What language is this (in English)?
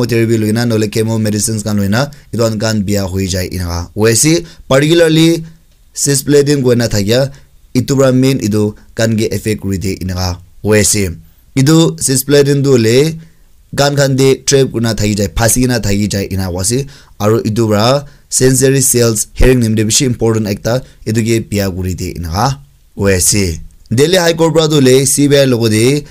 Naga Pidgin